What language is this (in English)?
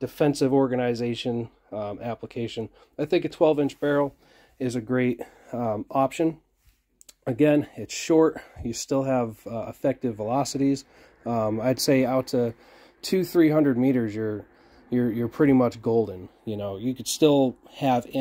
English